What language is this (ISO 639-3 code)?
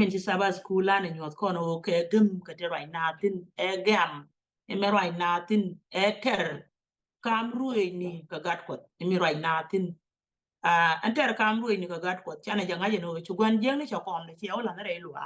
nus